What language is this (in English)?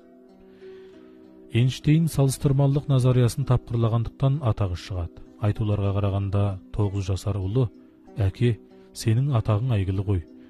Kazakh